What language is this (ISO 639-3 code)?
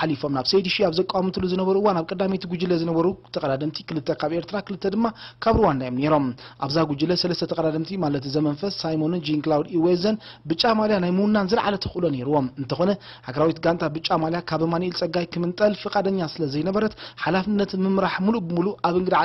tir